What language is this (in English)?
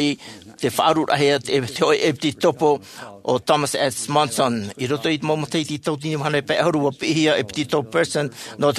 Tahitian